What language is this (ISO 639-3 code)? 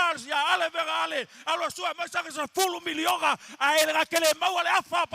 smo